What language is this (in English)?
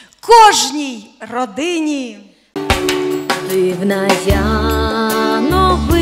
Ukrainian